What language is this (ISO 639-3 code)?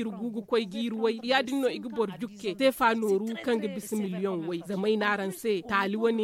dje